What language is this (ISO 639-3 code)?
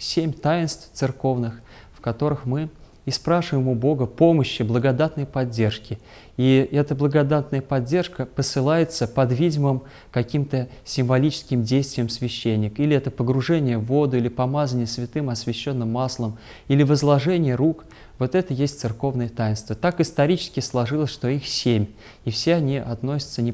rus